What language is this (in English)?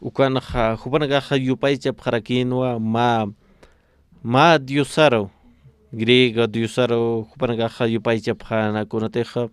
Aymara